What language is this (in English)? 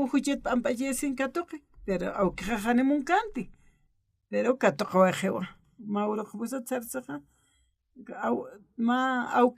Aymara